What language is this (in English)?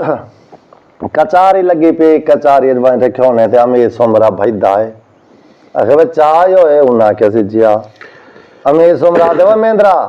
Saraiki